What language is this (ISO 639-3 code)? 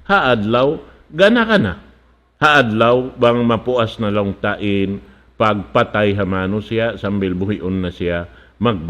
tsg